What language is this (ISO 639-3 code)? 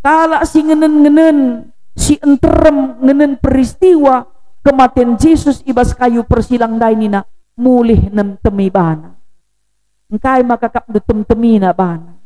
btx